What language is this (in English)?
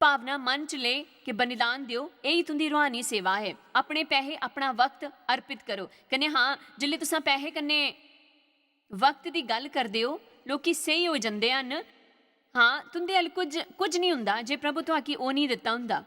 Dogri